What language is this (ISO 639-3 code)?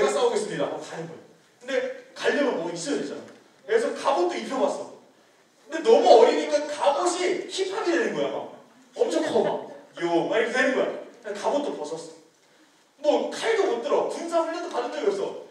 kor